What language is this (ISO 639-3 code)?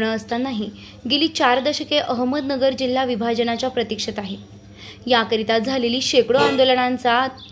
mar